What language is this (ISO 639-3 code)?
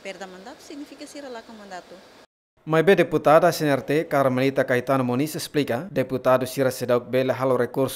tet